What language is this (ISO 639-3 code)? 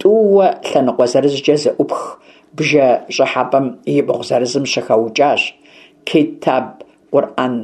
kbd